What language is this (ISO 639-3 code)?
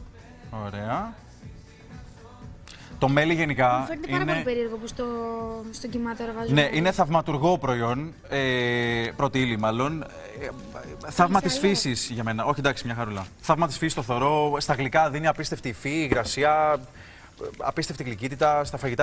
ell